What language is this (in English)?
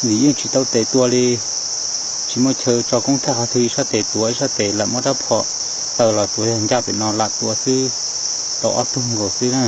Hmong